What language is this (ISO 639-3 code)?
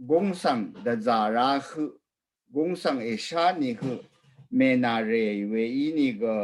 raw